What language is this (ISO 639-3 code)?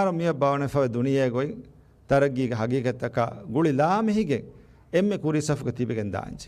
div